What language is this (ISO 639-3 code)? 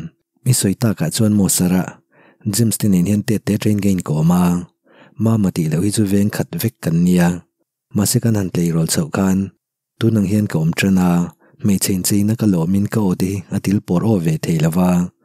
lus